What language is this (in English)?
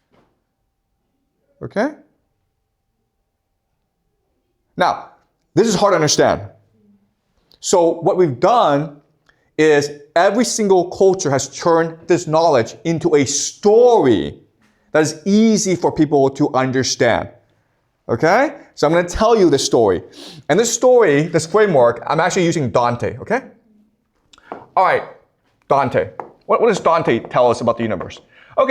English